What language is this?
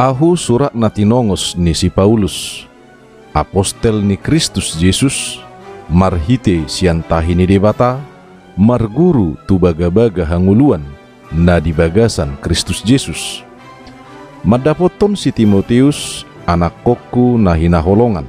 Batak Toba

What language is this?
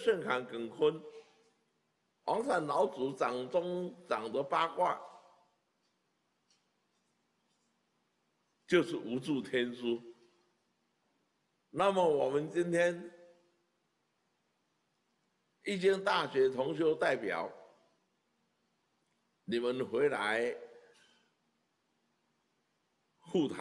Chinese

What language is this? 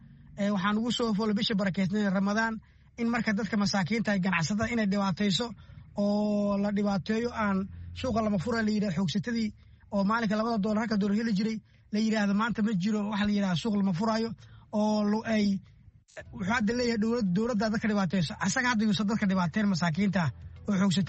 Somali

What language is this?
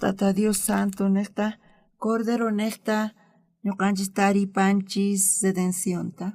South Bolivian Quechua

